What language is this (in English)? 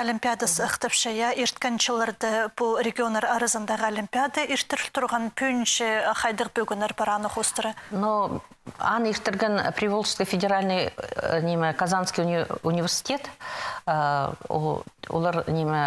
Khakas